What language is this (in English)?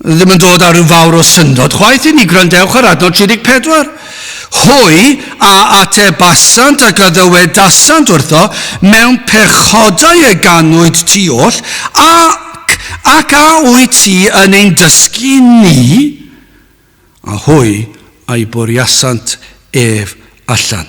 Welsh